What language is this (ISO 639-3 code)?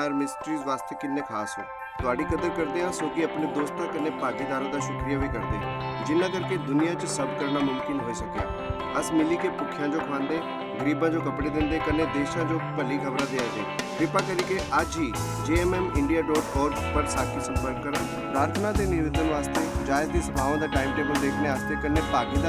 doi